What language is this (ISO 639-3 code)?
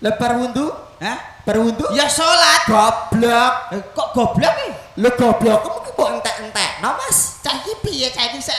jav